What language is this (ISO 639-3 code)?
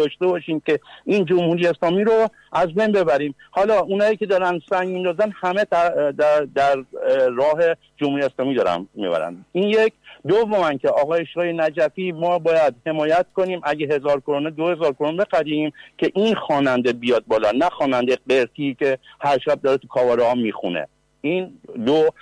fas